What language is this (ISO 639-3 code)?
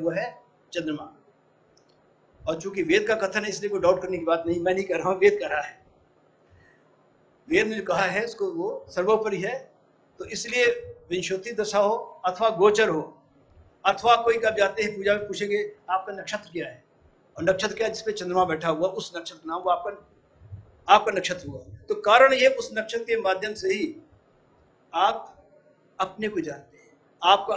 hin